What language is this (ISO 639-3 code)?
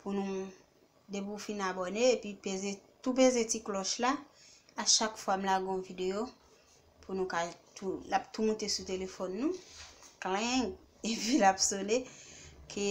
hat